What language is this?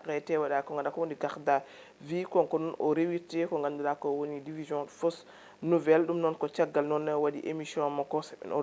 Fula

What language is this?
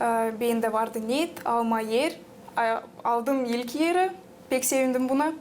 Gagauz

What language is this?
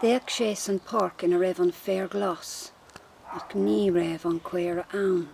Irish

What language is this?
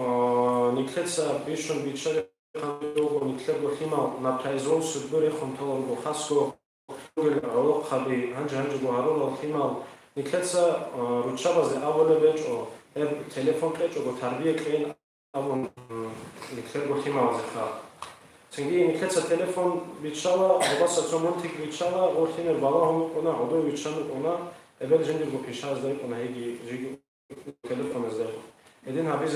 Avaric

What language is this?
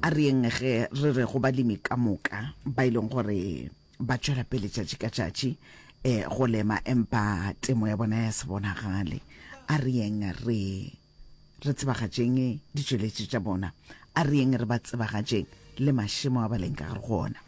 Northern Sotho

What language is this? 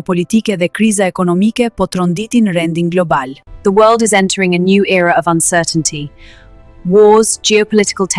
Albanian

